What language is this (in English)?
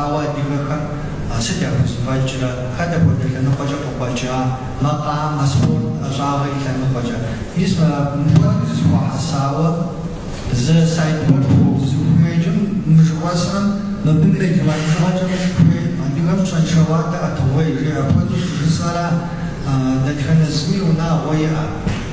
Kabardian